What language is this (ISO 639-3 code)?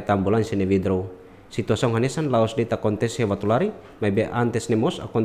tet